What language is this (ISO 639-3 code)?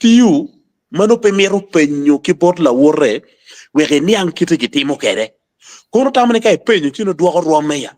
ach